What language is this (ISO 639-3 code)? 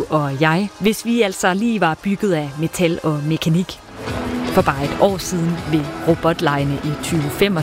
dan